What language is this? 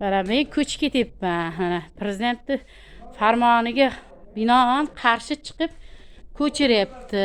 Uzbek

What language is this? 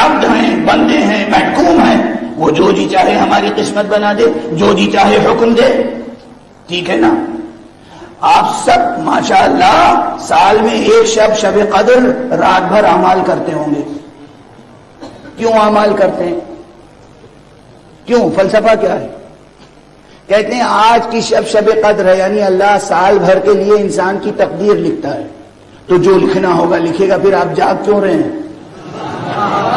Urdu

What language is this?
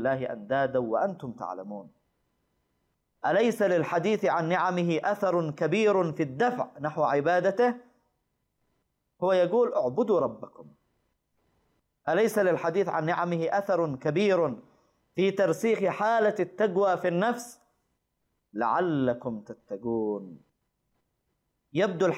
Arabic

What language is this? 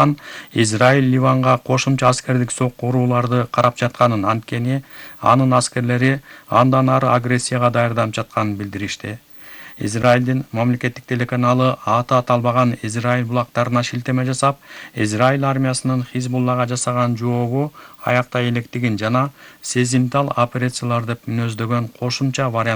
Kyrgyz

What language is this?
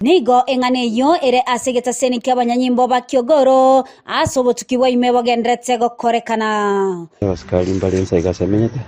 Gusii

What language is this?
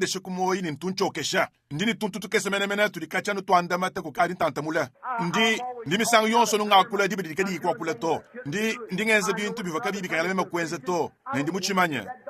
Luba-Lulua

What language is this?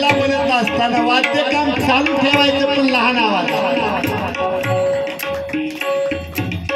Marathi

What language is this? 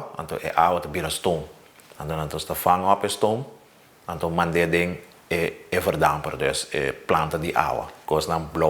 Papiamento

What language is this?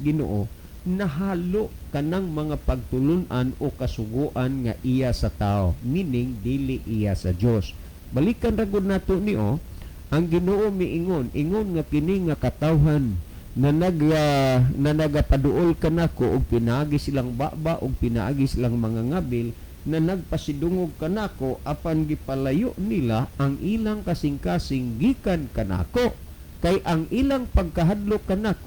Cebuano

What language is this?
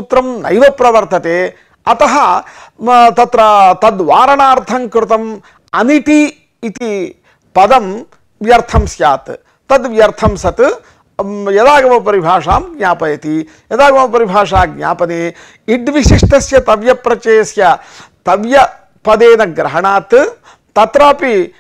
Sanskrit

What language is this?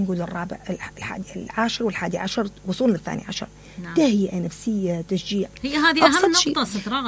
Mesopotamian Arabic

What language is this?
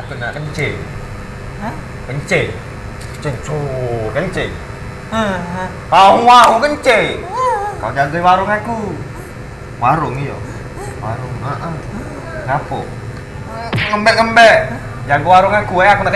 Musi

